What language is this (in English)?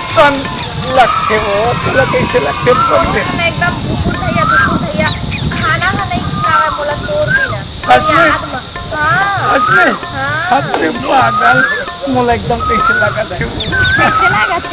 Chhattisgarhi